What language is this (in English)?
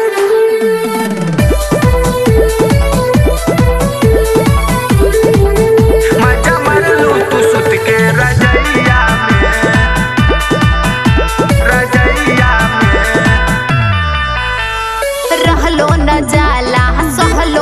Bhojpuri